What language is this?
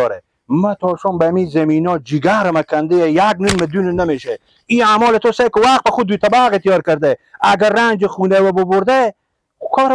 Persian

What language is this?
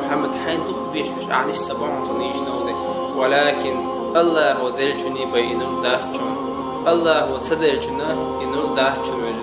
Chechen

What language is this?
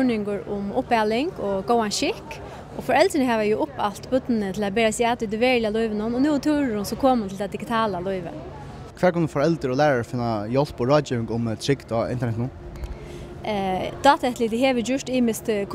Faroese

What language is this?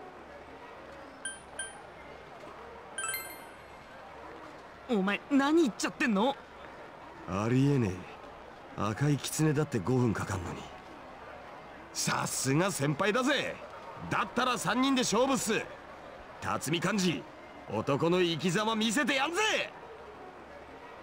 Japanese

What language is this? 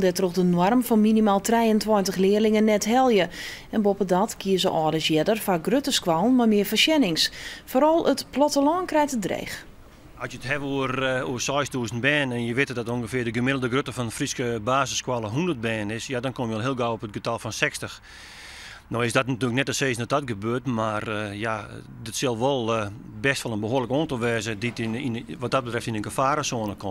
Western Frisian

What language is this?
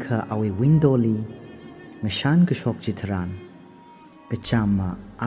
Tangkhul Naga (India)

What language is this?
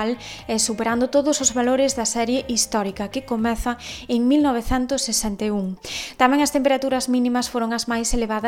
Galician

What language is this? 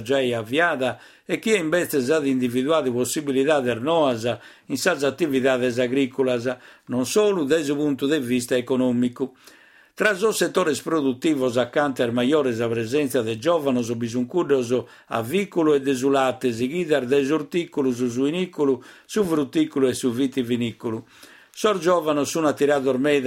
Sardinian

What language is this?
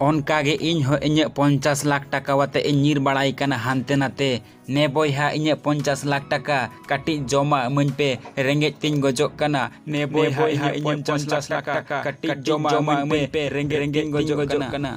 Santali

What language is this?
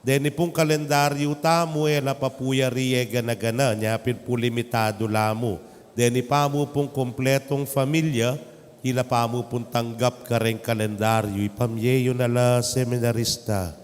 Pampanga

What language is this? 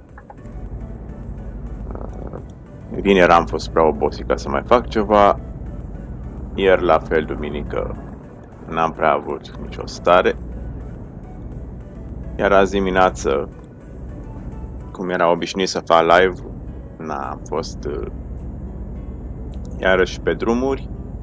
Romanian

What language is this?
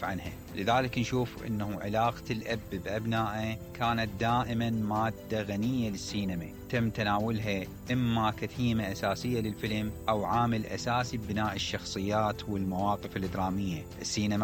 Mesopotamian Arabic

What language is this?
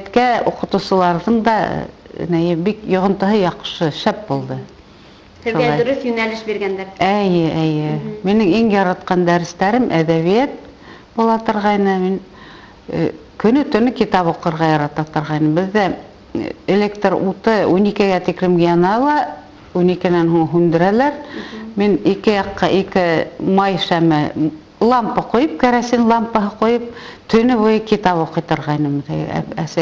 Bashkir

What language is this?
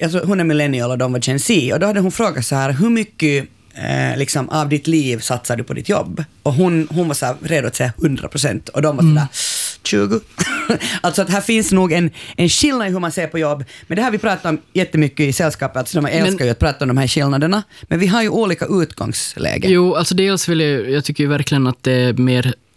Swedish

